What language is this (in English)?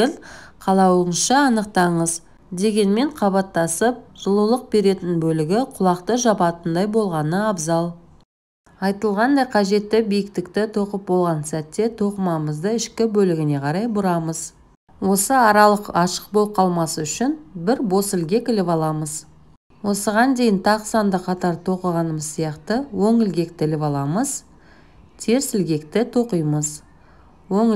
Kazakh